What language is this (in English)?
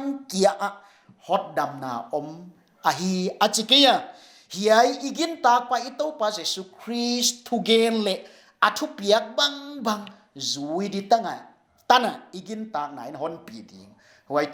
Paite Chin